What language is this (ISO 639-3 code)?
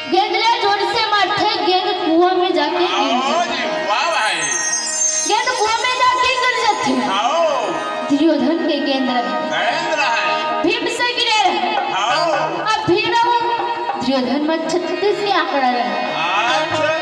hne